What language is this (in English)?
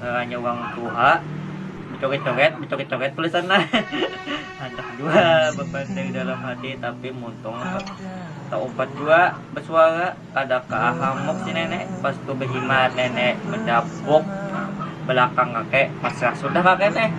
Banjar